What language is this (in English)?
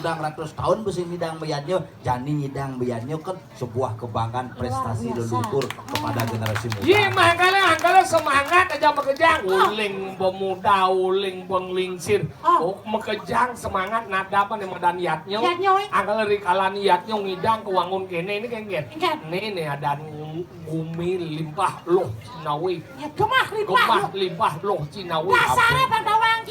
Balinese